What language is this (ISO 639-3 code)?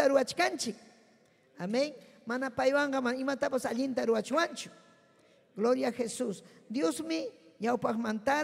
quy